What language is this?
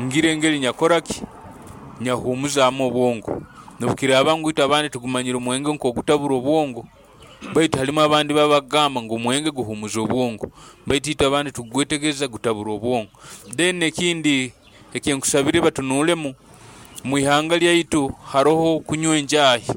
Nyoro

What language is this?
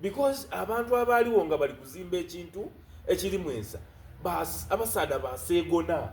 Soga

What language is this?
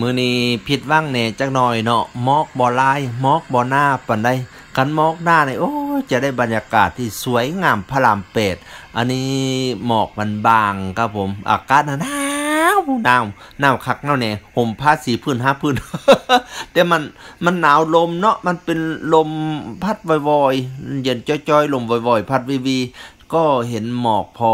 Northeastern Thai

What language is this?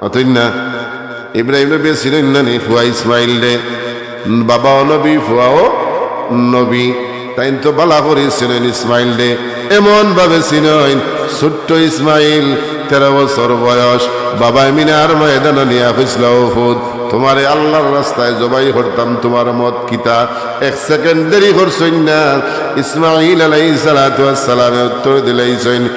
Sylheti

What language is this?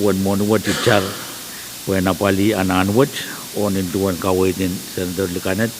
Pohnpeian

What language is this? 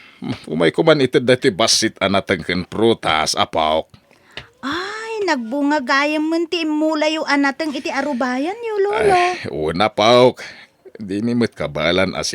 Iloko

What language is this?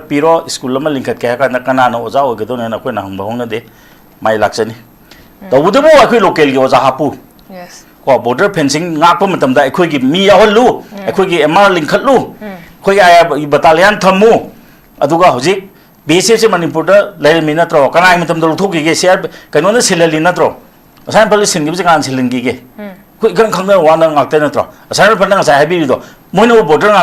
Manipuri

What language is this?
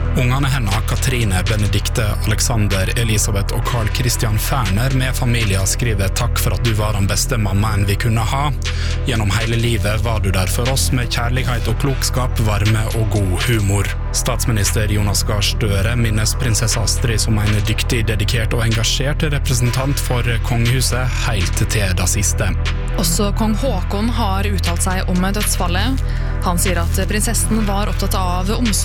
Norwegian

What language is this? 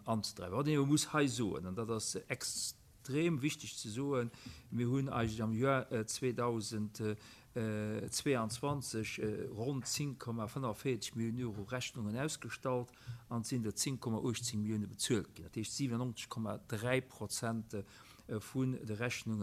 Luxembourgish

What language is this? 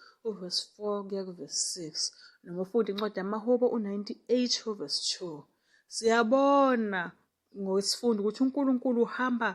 Zulu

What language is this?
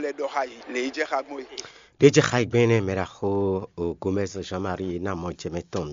Fon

